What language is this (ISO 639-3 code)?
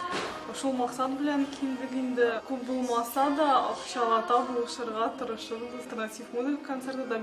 tat